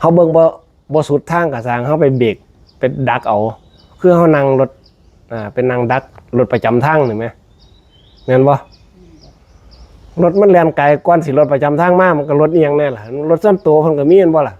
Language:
Lao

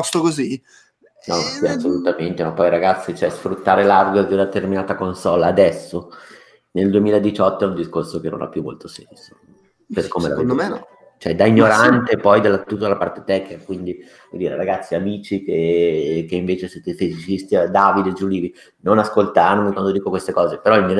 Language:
Italian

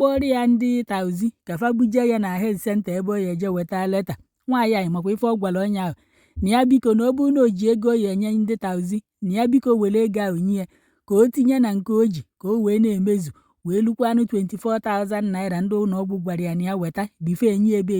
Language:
Igbo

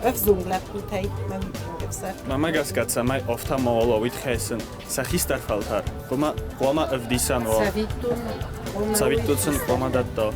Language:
Ossetic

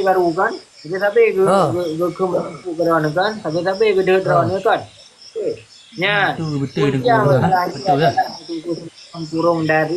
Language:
Achinese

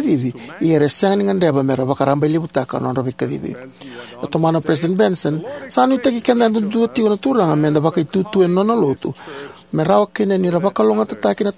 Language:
Fijian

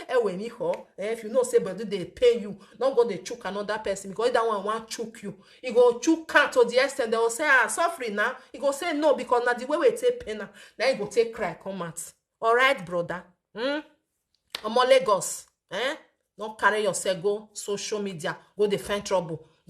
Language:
Nigerian Pidgin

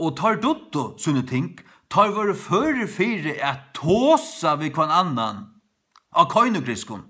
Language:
Faroese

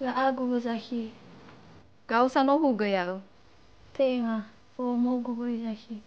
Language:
Nias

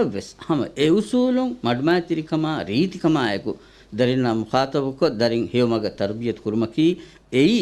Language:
Divehi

